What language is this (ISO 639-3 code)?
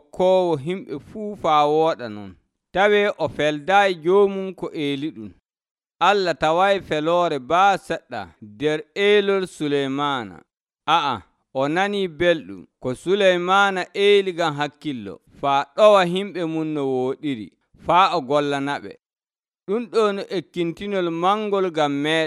fuv